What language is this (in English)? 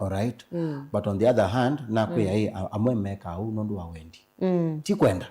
Kamba